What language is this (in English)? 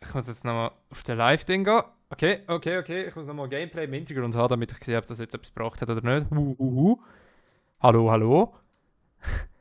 Swiss German